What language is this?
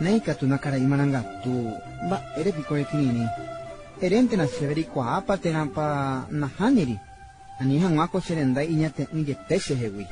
Guarani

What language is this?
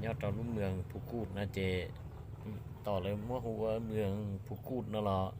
Hmong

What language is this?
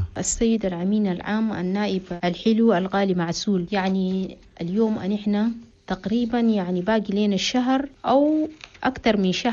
Chadian Arabic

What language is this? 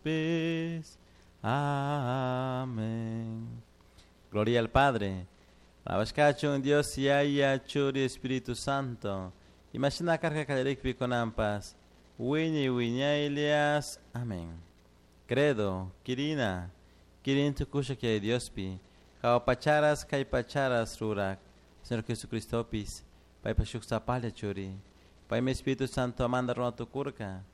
Chimborazo Highland Quichua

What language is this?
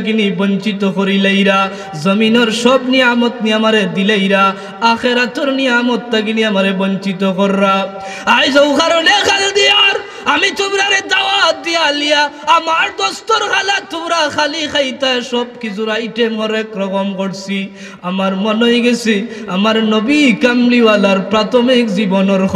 Sylheti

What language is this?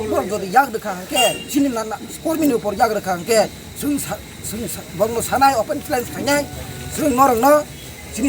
Kok Borok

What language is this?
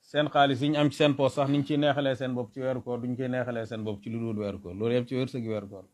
Wolof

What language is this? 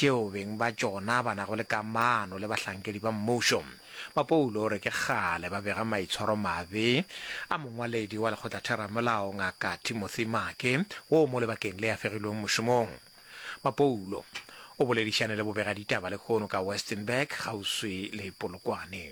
Northern Sotho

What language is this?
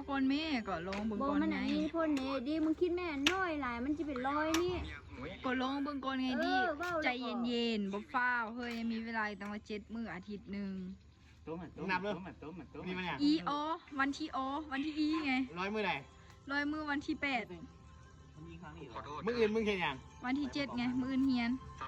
Lao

